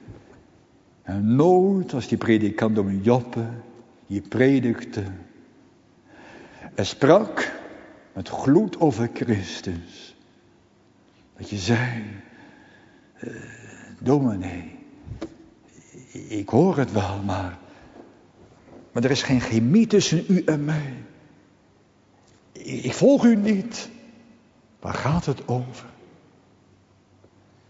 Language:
Dutch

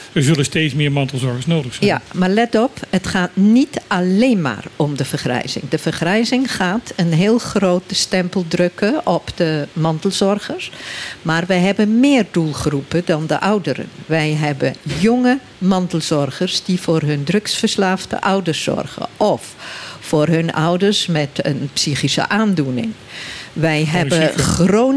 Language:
Dutch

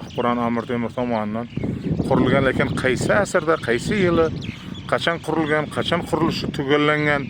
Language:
Uzbek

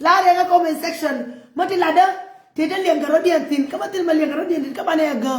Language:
Nuer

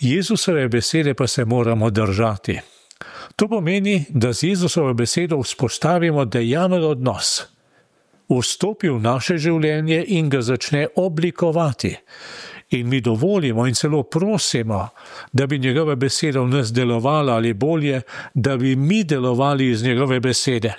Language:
Slovenian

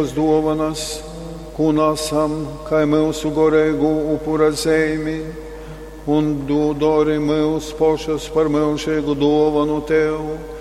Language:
Latgalian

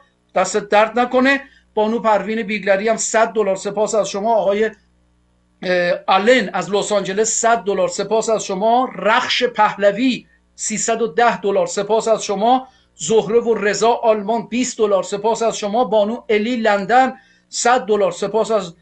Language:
Persian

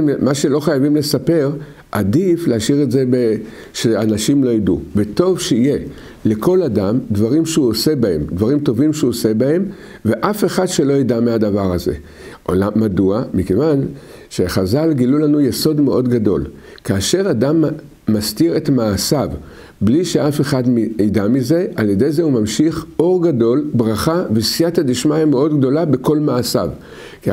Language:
Hebrew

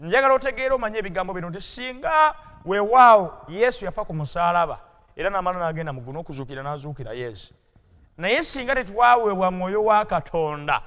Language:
Ganda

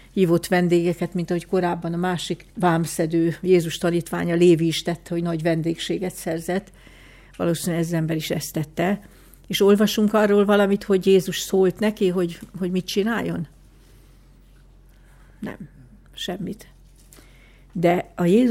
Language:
Hungarian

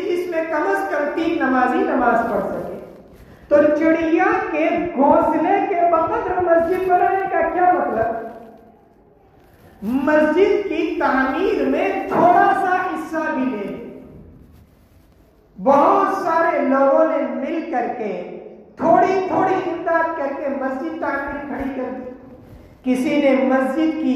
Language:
Urdu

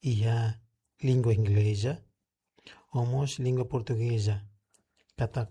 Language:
Tetum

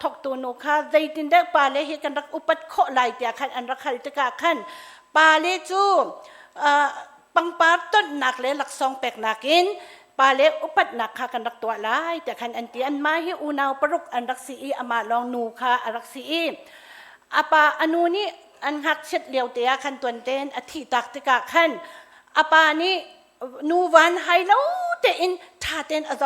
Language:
Hakha Chin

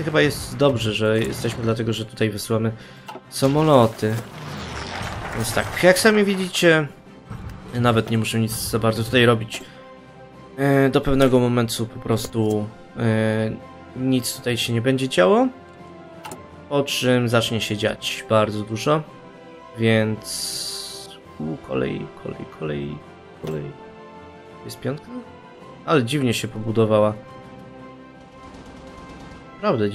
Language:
Polish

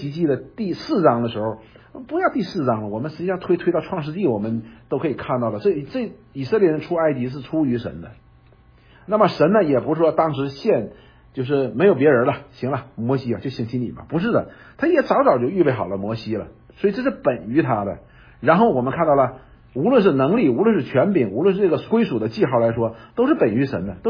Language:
Chinese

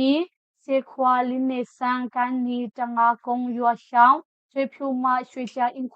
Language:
Hakha Chin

